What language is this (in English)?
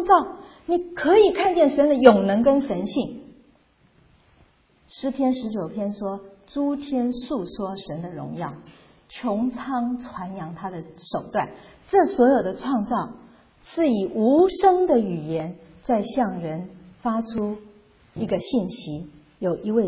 Chinese